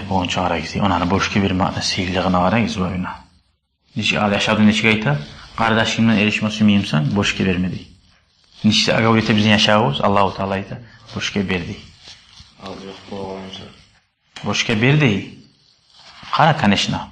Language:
Kumyk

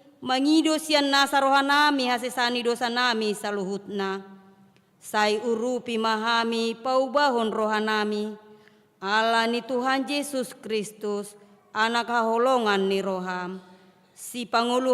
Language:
Batak Toba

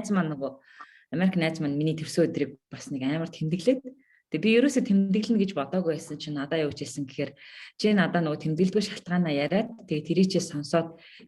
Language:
Mongolian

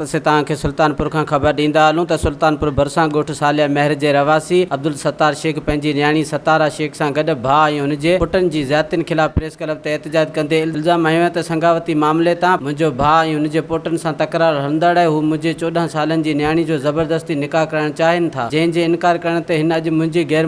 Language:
Sindhi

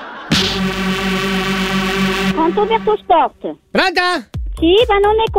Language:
Italian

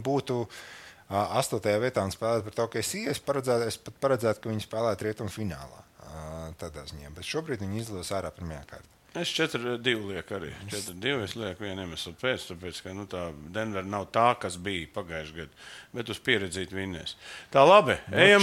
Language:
Latvian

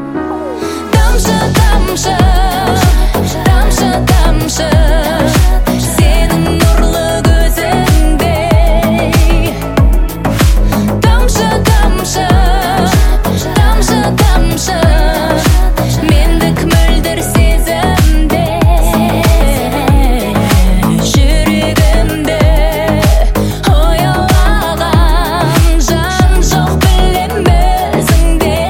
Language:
Kazakh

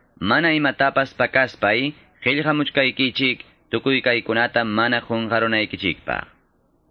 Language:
Quechua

